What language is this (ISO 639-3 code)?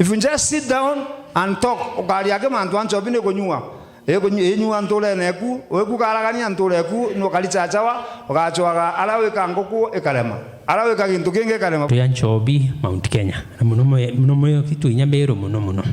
mer